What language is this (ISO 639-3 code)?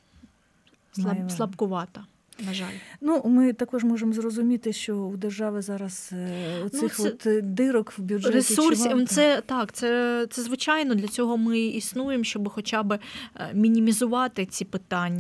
ukr